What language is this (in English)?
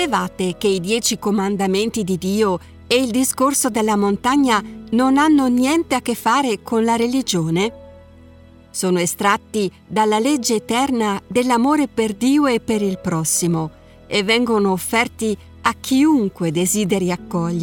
Italian